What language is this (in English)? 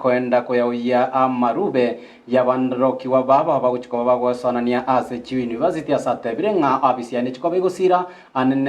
Gusii